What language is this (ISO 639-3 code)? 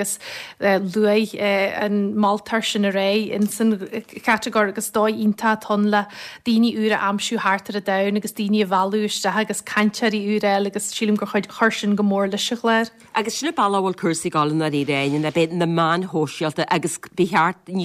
gle